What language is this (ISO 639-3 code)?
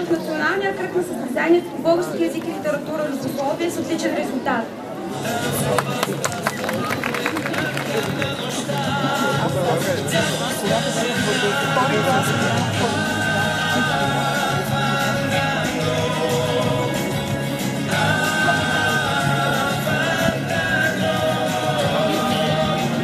bul